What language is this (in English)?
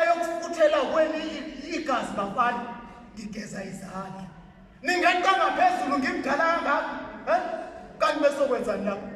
Zulu